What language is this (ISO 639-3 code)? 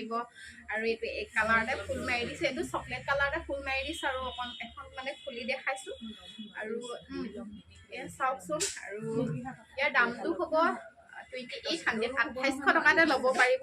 asm